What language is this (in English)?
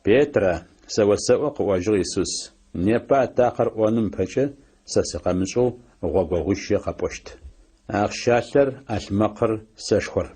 Adyghe